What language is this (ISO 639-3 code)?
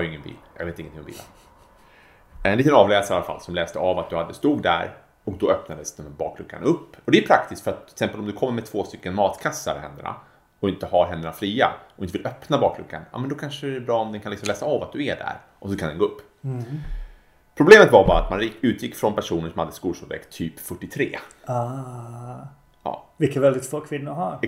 swe